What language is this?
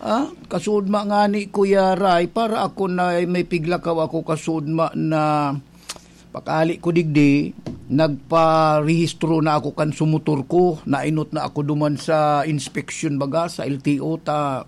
Bikol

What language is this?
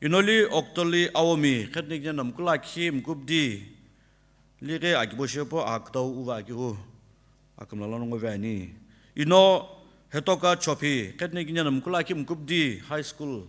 Sumi Naga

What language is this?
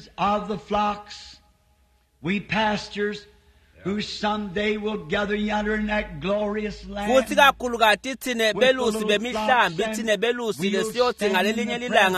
Swati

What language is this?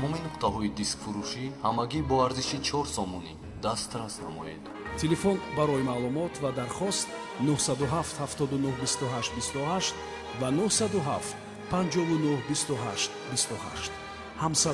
Tajik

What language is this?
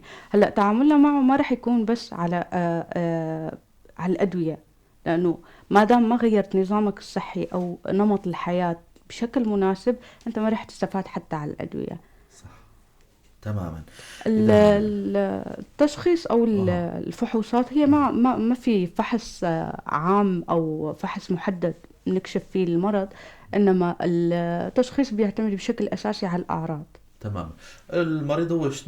North Levantine Arabic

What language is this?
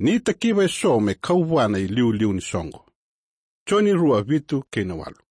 Fijian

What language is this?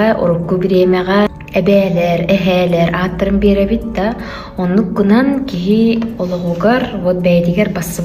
Yakut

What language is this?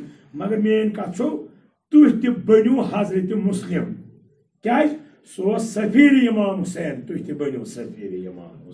Kashmiri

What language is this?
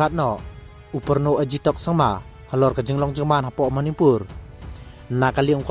Khasi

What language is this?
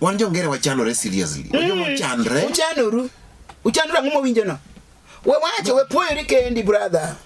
Luo (Kenya and Tanzania)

